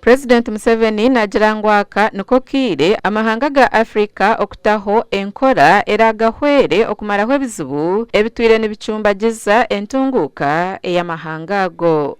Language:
Nyankole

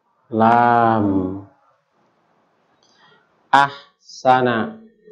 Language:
Indonesian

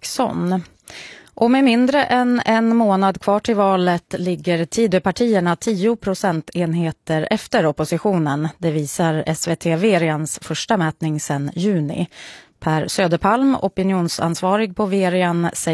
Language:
Swedish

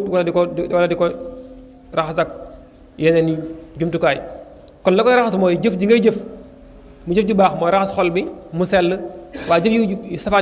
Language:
Wolof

